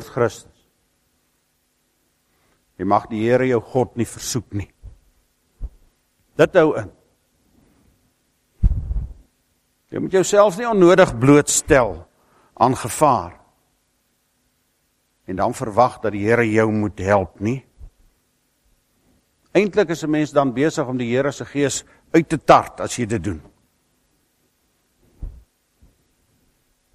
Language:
Afrikaans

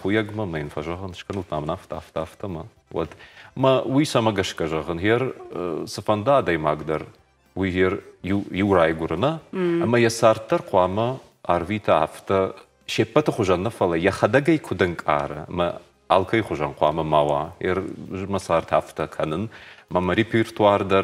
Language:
Ossetic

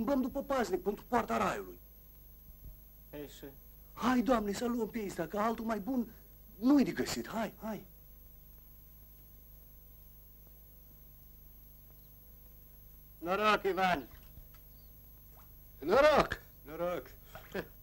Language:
Romanian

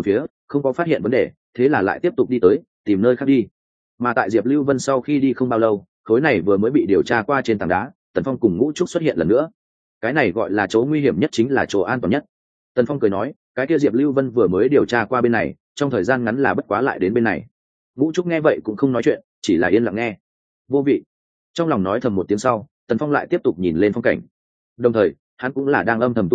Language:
Vietnamese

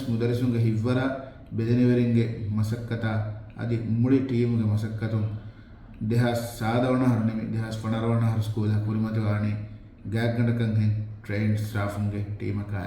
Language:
Divehi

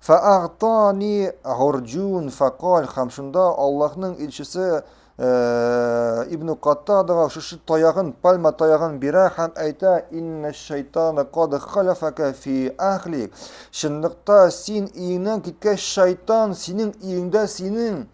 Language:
Tatar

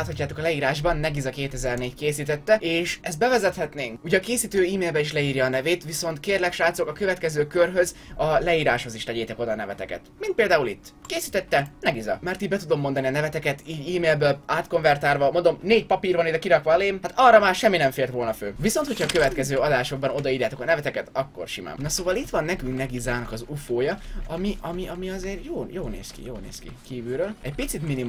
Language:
Hungarian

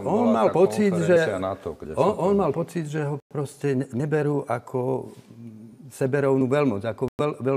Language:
Slovak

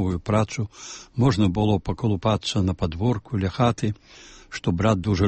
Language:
Belarusian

